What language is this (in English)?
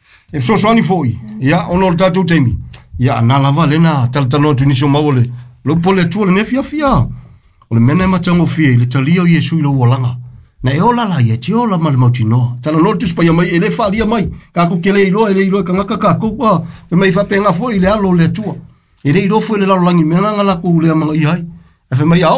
Samoan